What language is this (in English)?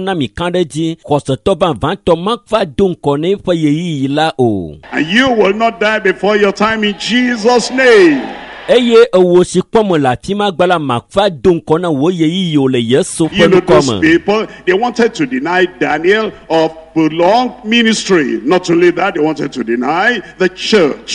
Ewe